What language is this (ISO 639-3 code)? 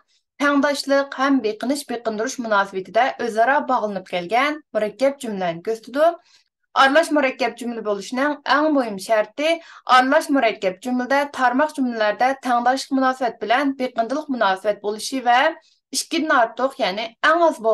uig